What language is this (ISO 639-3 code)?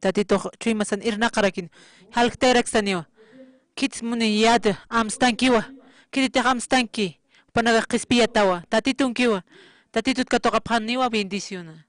aym